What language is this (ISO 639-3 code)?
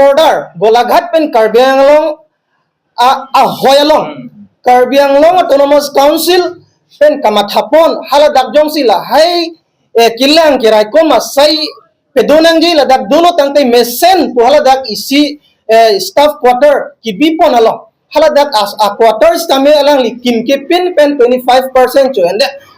mjw